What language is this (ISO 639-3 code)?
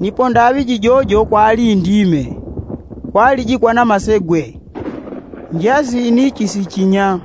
yao